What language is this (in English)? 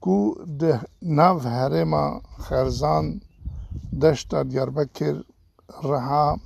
Kurdish